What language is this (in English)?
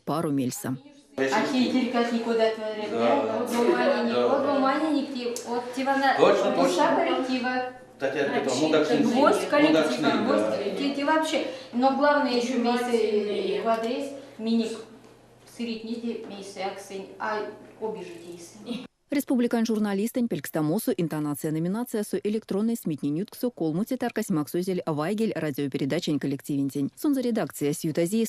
Erzya